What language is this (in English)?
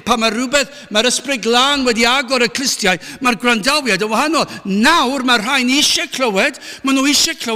Welsh